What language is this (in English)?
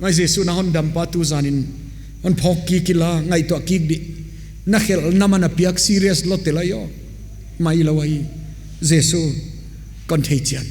Paite Chin